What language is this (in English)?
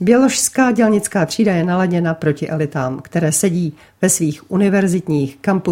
Czech